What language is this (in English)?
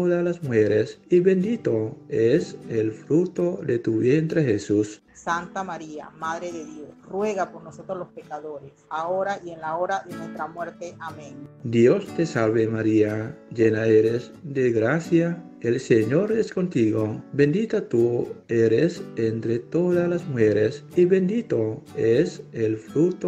Spanish